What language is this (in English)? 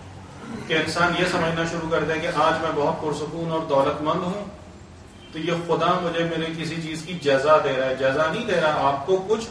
Urdu